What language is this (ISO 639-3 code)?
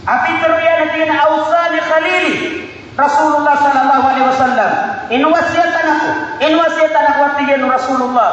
mrw